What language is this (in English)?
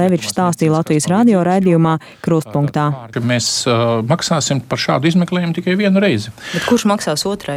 Latvian